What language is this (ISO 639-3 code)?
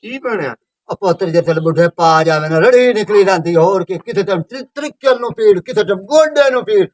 lah